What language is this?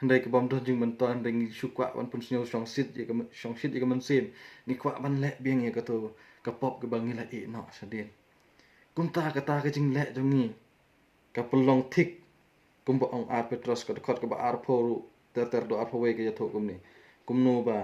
Khasi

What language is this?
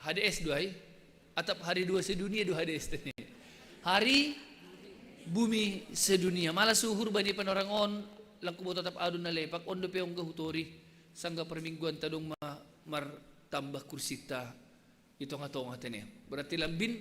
Batak Simalungun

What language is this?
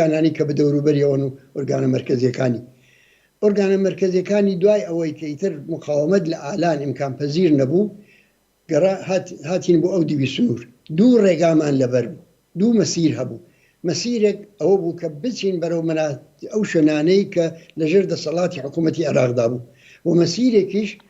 Central Kurdish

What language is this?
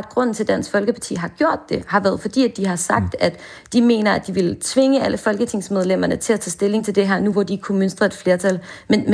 Danish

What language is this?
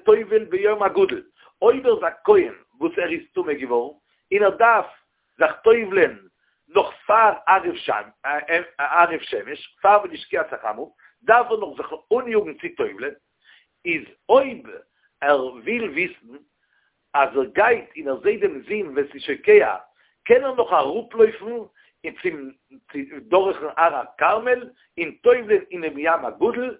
Yiddish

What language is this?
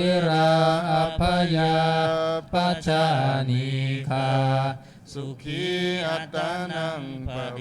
Pali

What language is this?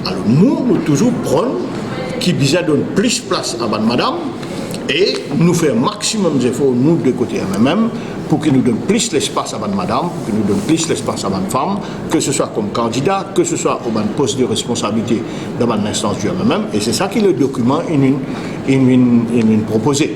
Morisyen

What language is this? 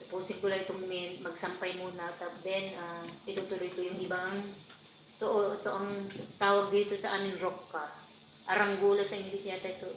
Iloko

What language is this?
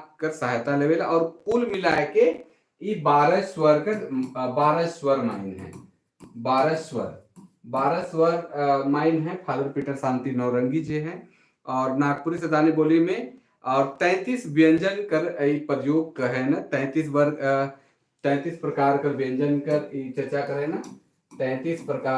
Sadri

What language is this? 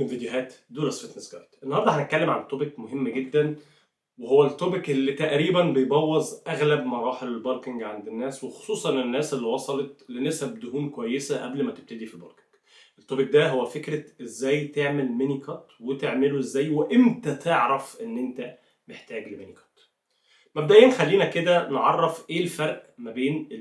Egyptian Arabic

